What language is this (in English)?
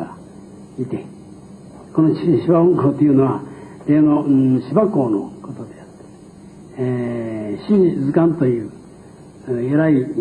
Japanese